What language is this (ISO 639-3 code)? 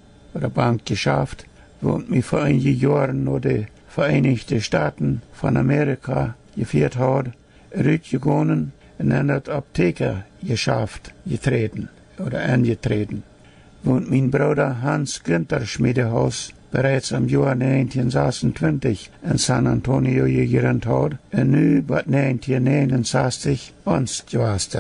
pdt